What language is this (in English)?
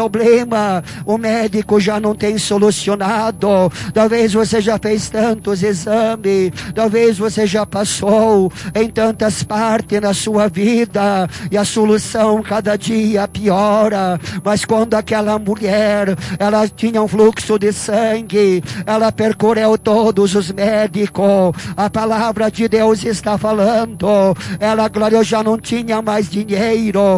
Portuguese